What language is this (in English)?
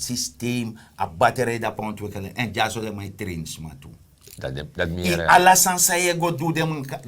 Sranan Tongo